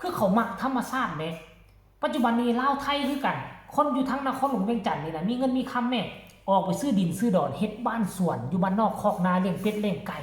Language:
Northeastern Thai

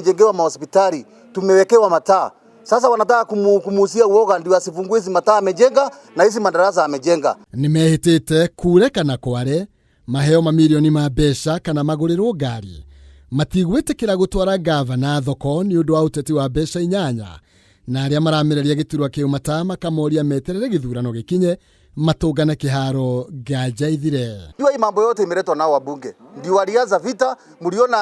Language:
Kikuyu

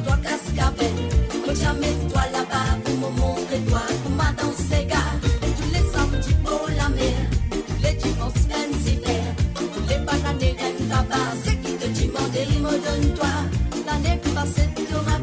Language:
Morisyen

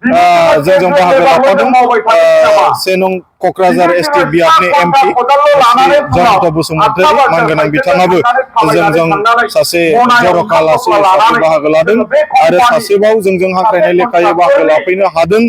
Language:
Bodo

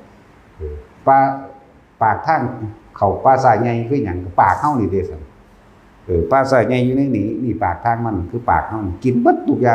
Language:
Northeastern Thai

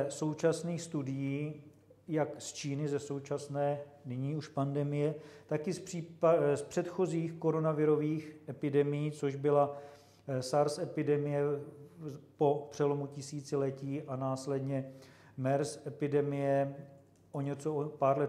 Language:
Czech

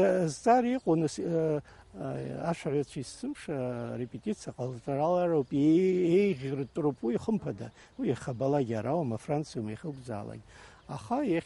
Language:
Abkhazian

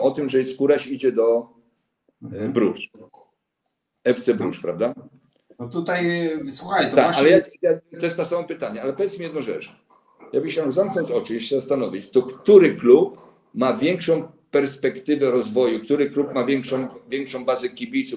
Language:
Polish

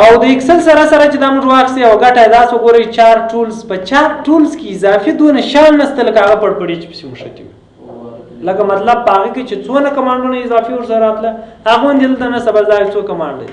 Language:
Pashto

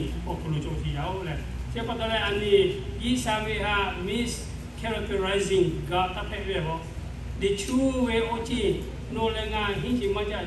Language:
Lahu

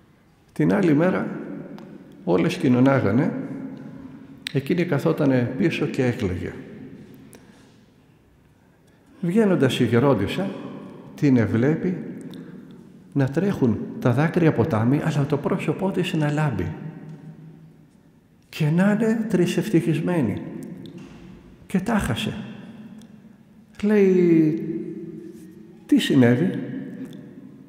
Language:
Greek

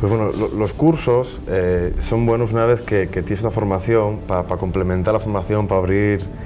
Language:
Asturian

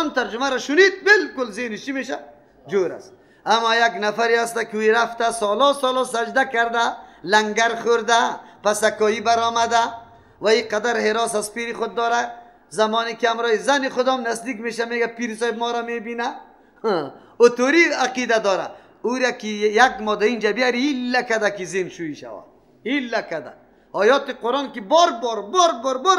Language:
Persian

